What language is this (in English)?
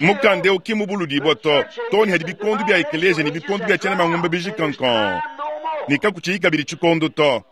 Luba-Lulua